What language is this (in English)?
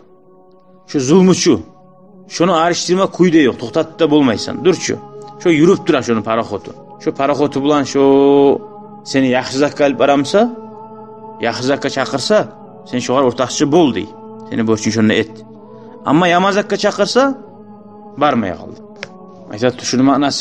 Kumyk